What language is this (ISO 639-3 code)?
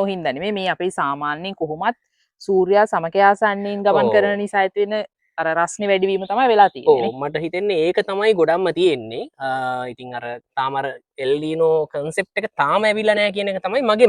sin